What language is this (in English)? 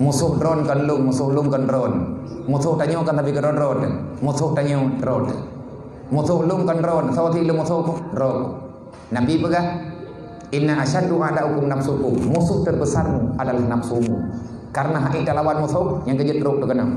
Achinese